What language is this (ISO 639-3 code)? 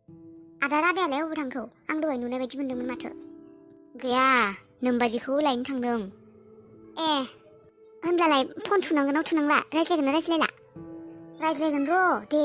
brx